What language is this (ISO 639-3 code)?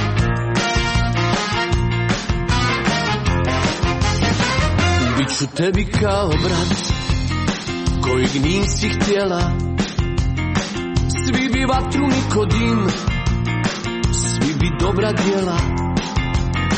hrv